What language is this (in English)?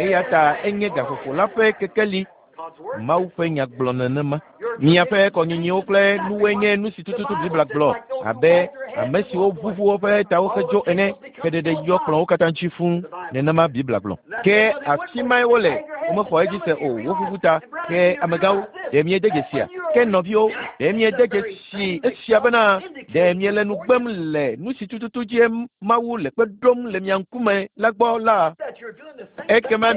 Ewe